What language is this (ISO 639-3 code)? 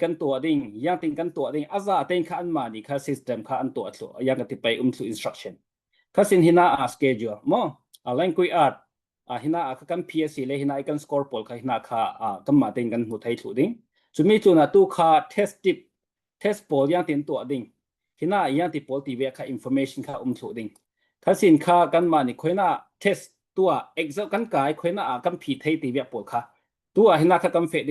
cfm